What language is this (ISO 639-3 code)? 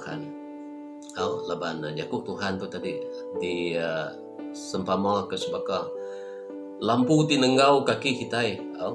iba